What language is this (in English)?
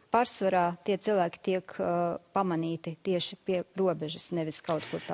Latvian